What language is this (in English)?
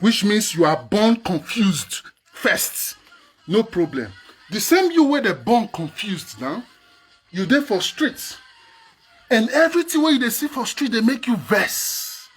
Nigerian Pidgin